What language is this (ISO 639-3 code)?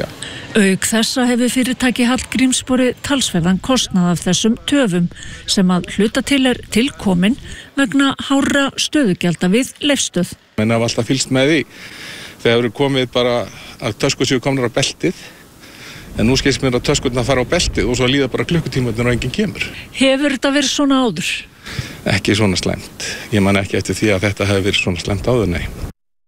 isl